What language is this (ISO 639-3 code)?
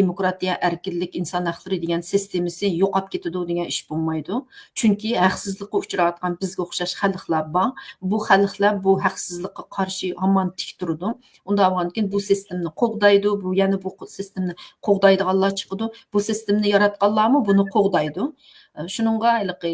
uig